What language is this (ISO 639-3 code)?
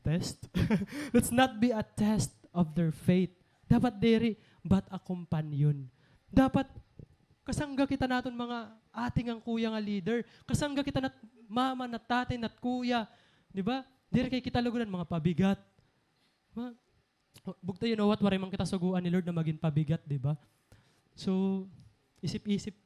war